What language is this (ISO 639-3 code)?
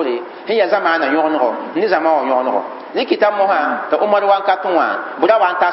mos